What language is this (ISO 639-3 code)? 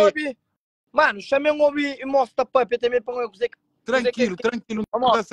kea